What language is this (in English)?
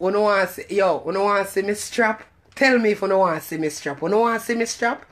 Jamaican Creole English